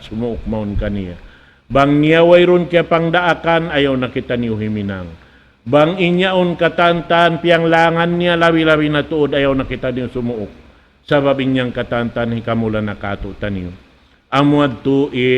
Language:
Tausug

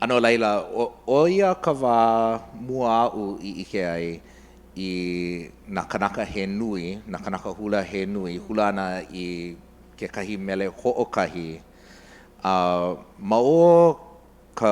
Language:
Hawaiian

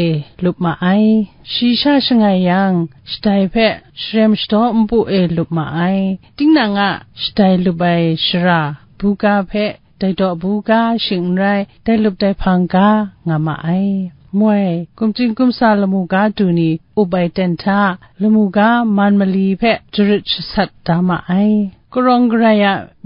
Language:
Kachin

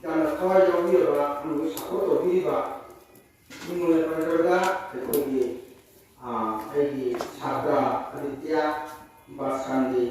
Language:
Manipuri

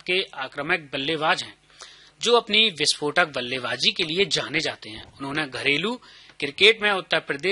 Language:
Hindi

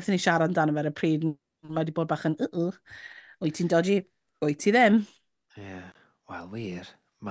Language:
Welsh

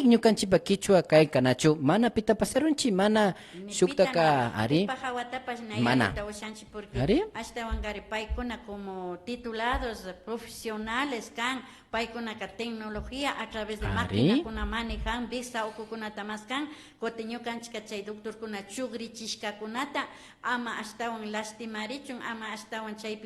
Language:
Imbabura Highland Quichua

